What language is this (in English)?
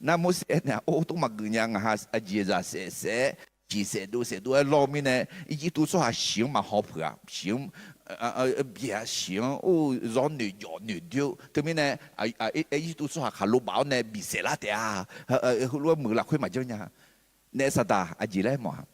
Akha